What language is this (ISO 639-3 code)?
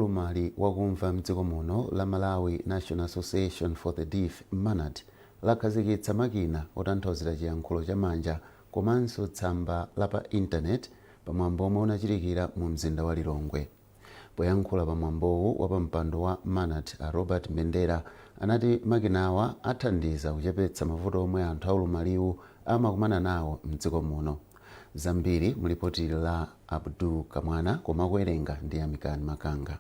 nya